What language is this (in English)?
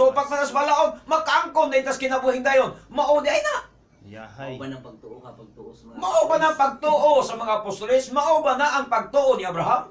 Cebuano